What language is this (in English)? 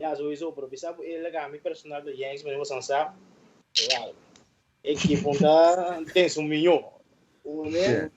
Papiamento